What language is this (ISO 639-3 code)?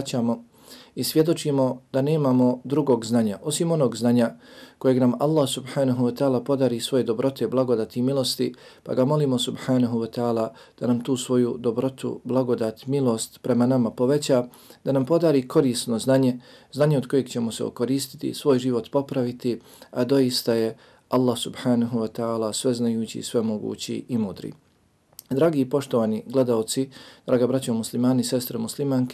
bos